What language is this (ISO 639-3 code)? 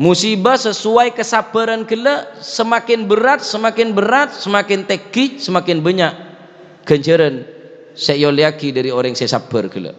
mad